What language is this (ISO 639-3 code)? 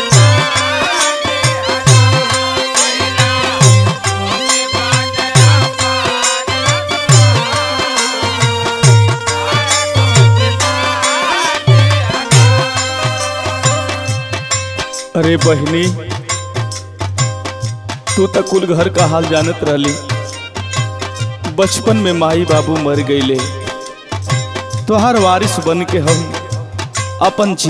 bho